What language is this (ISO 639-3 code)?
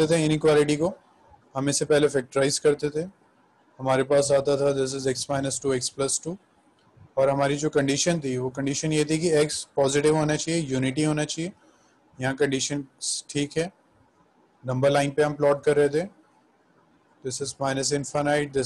hin